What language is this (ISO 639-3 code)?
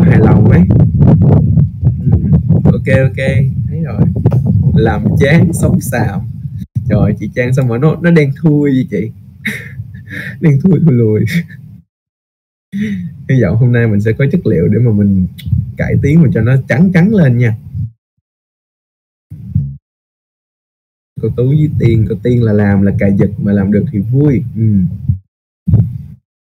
vie